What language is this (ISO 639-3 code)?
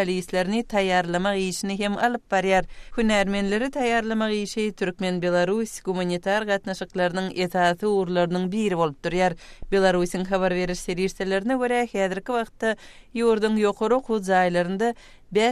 kir